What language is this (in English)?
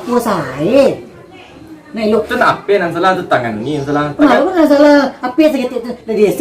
Minangkabau